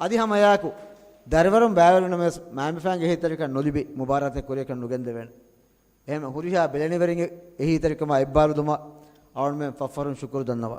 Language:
Divehi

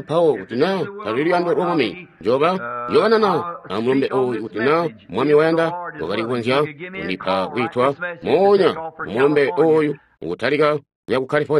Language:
Tonga (Zambia)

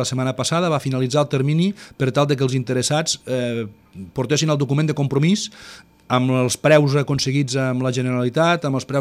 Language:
Catalan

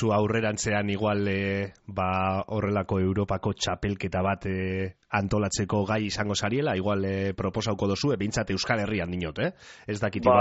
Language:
Basque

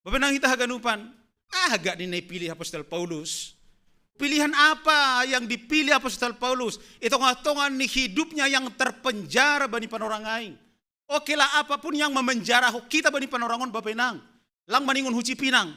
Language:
Batak Simalungun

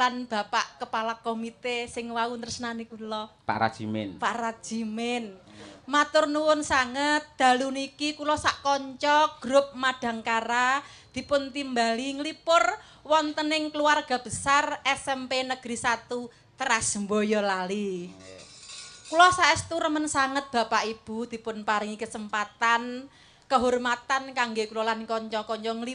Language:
Javanese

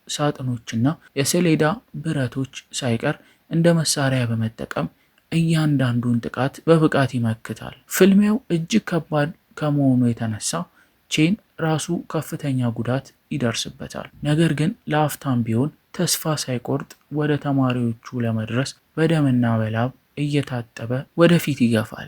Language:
Amharic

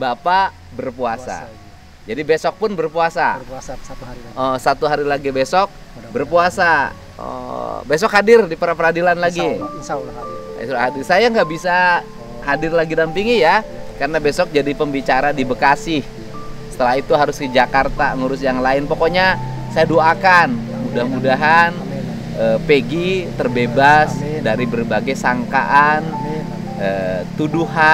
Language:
Indonesian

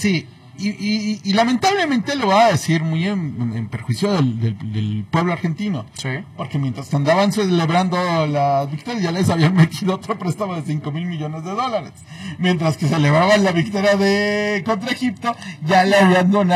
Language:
Spanish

